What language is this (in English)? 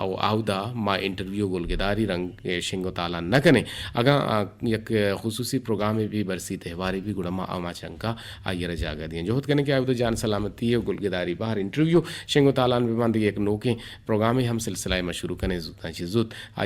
Eastern Balochi